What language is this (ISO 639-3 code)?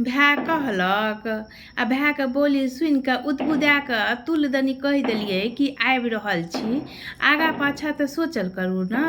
mai